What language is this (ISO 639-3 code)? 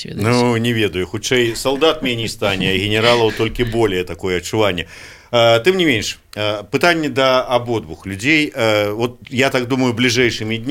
bel